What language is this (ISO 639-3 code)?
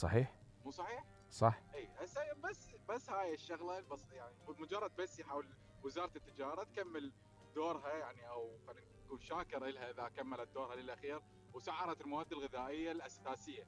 acm